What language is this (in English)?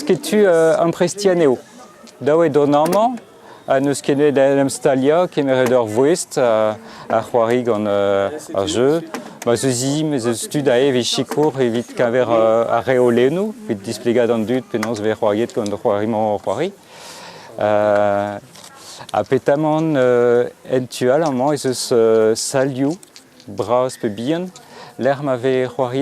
Breton